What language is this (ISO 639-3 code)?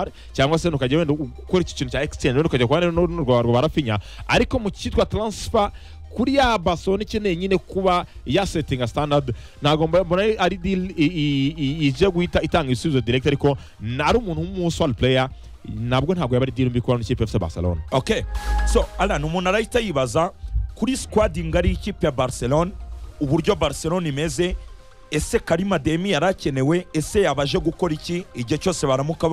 kin